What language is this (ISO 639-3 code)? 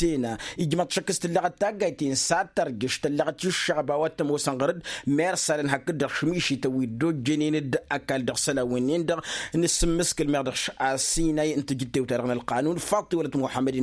taq